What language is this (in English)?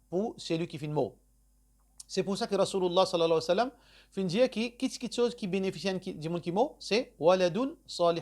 Morisyen